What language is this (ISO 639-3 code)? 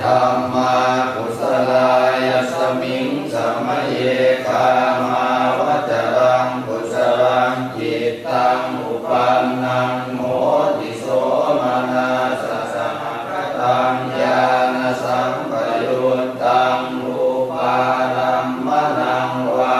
pli